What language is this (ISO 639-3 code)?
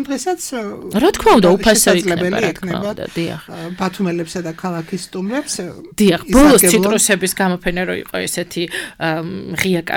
kat